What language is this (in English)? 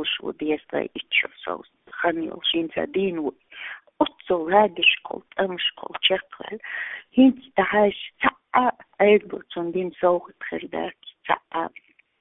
Chechen